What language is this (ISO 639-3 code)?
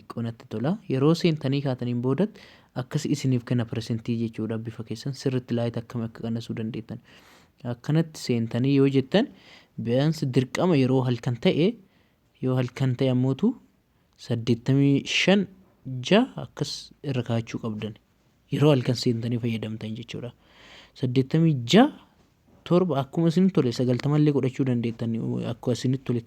orm